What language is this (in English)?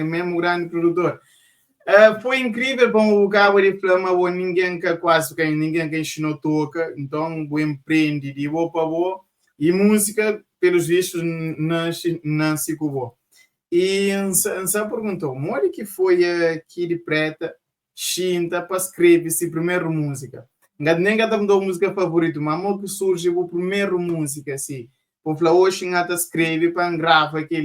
Kabuverdianu